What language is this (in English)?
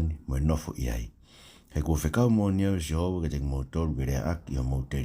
Tongan